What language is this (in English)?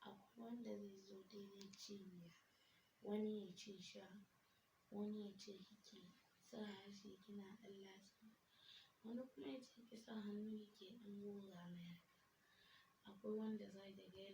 Hausa